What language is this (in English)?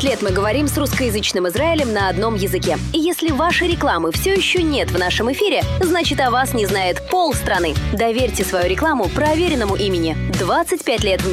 Russian